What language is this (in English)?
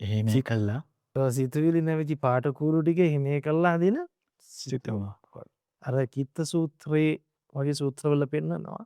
Sinhala